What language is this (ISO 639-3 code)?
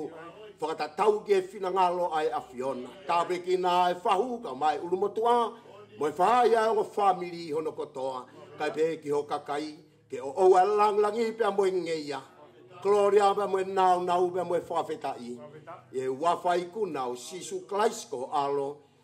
ton